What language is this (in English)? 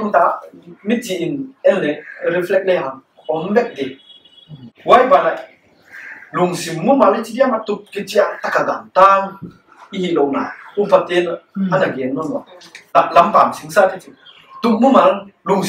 Paite Chin